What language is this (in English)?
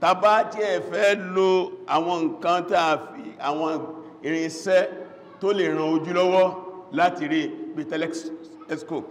Yoruba